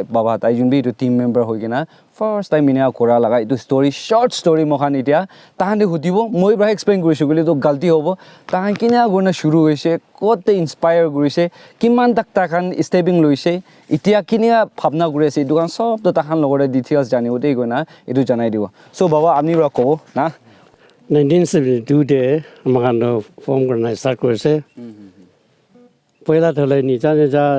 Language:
Naga Pidgin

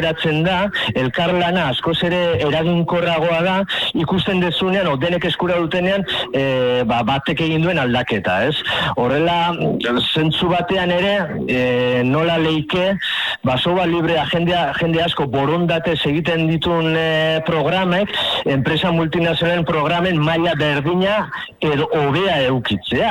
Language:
Basque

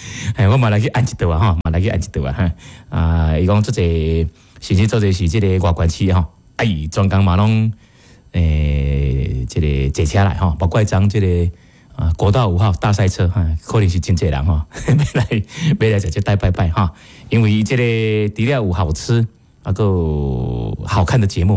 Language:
Min Nan Chinese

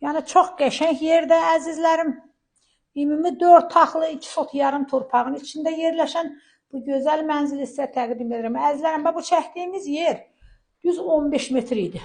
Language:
Azerbaijani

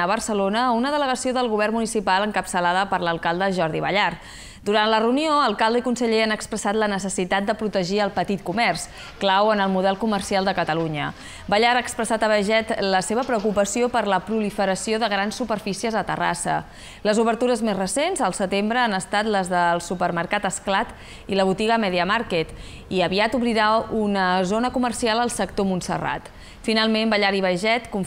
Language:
Catalan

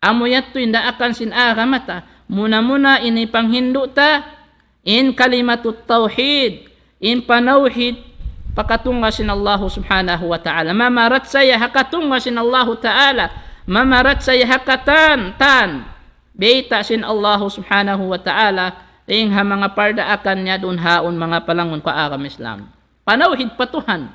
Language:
Tausug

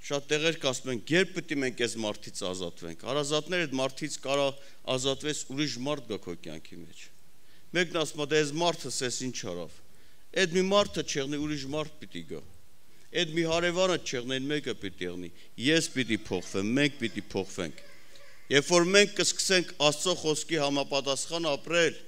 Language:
Armenian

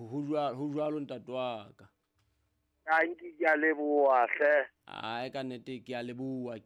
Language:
Southern Sotho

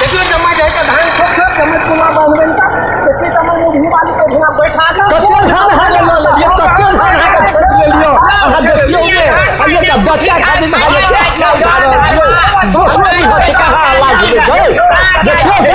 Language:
Maithili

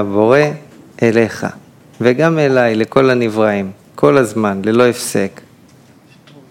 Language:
Hebrew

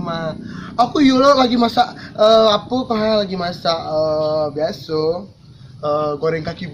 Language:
Minangkabau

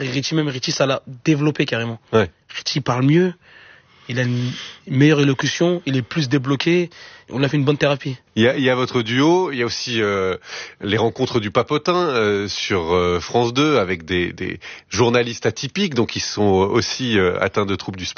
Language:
French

